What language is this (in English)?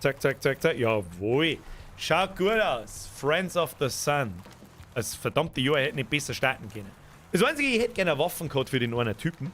Bavarian